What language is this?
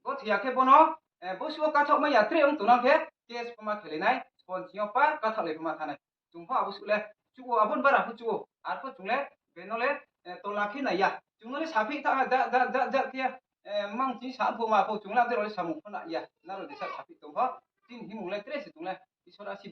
Riang (India)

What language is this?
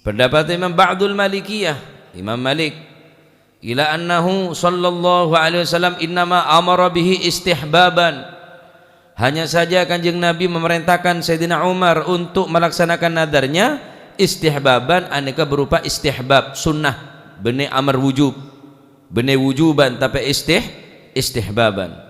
Madurese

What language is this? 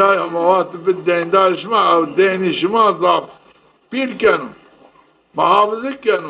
Zaza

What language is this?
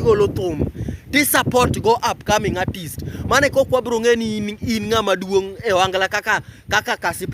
Luo (Kenya and Tanzania)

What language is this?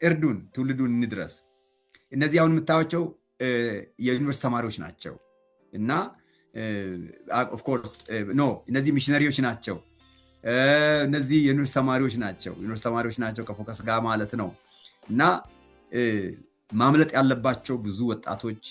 Amharic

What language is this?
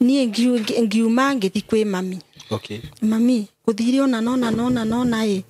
Kikuyu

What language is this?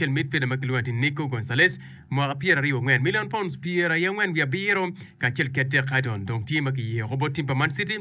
Acoli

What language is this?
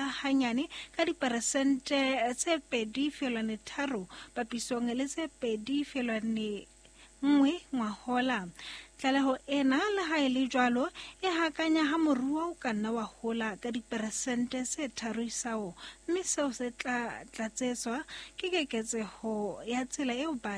Southern Sotho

